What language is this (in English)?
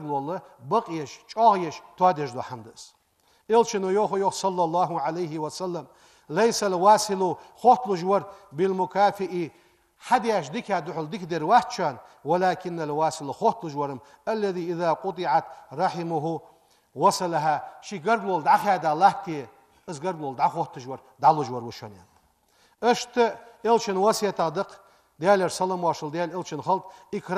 Ingush